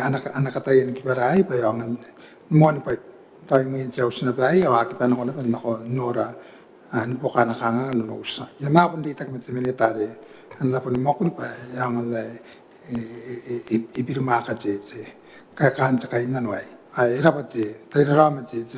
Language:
Gilbertese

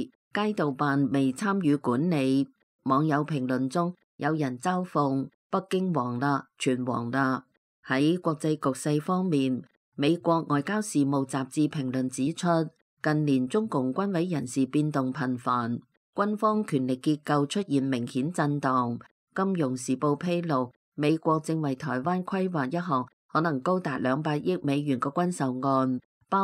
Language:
Cantonese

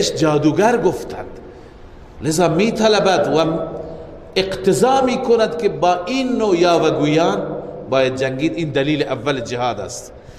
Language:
Persian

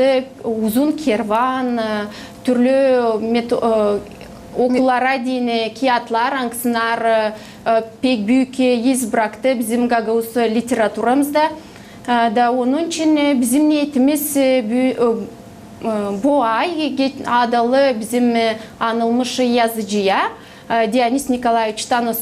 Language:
Gagauz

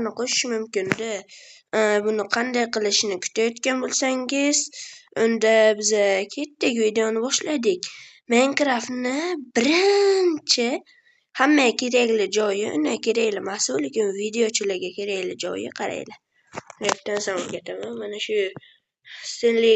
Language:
Uzbek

